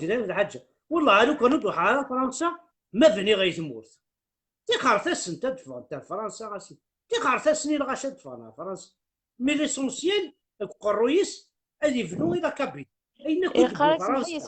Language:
Kabyle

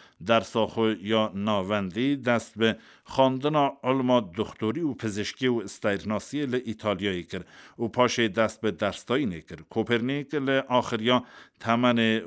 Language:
Kurdish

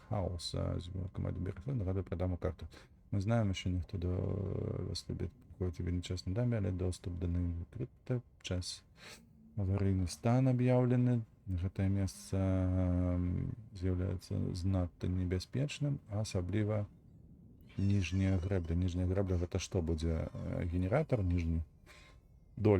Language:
Belarusian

